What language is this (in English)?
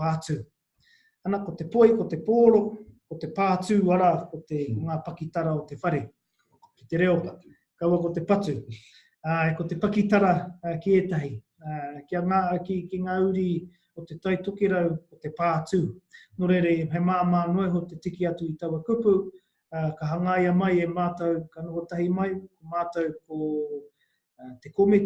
Māori